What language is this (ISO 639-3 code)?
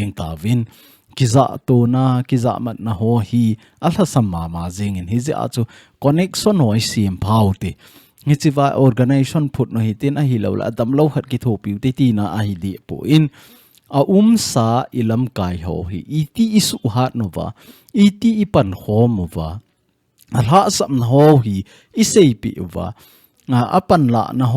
tcz